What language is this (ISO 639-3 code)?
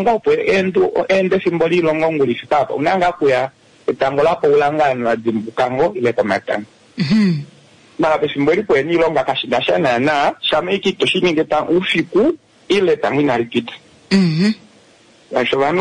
kua